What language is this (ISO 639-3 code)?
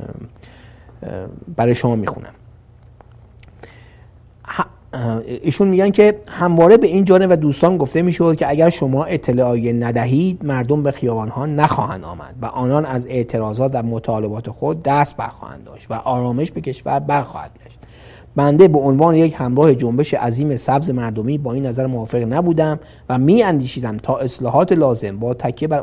fas